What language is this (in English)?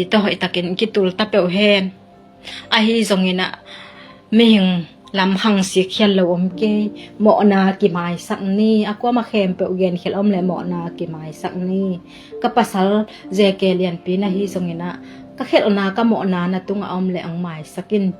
Tedim Chin